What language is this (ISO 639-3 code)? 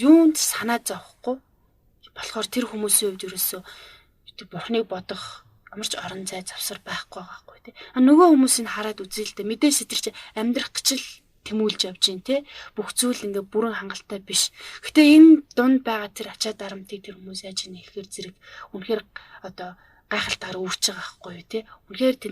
mon